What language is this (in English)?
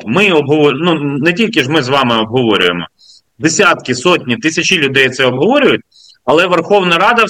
Ukrainian